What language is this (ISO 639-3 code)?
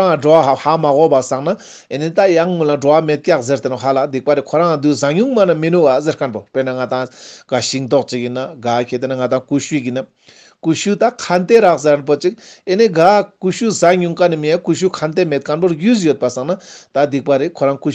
lbj